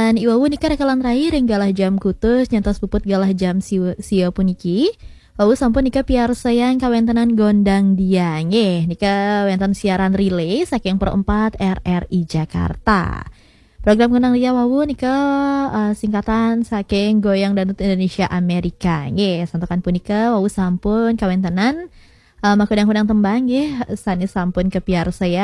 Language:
Balinese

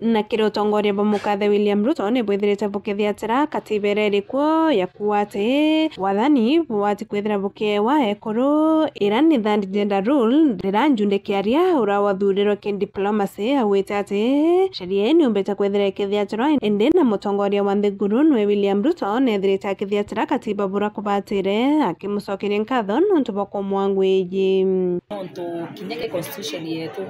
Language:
Meru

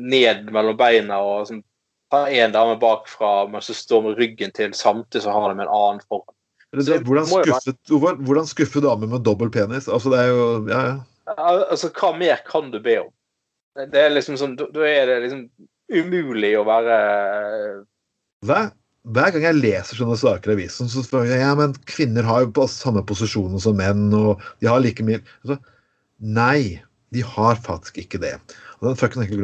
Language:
Norwegian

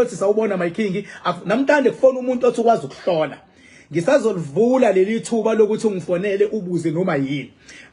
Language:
Zulu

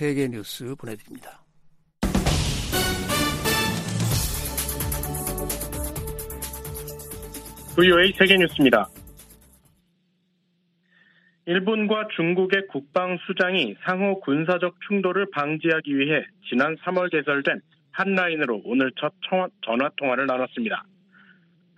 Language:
Korean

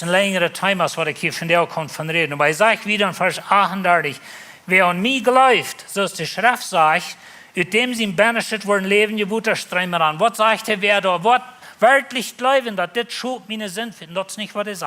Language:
Plautdietsch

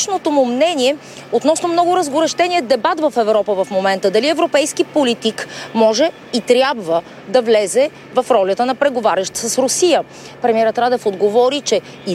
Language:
Bulgarian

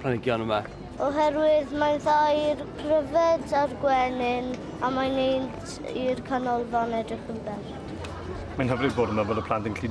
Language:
Welsh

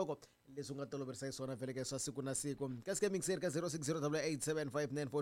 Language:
Tsonga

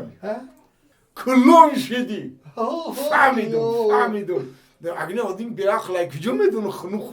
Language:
Tajik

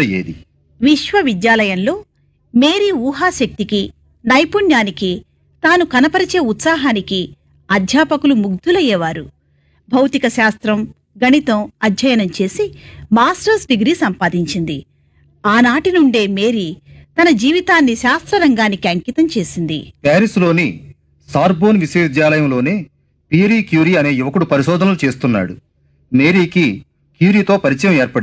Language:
Telugu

